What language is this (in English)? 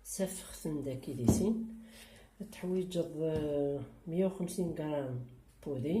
Kabyle